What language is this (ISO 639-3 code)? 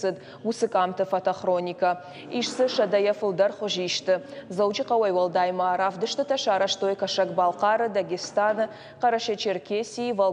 oss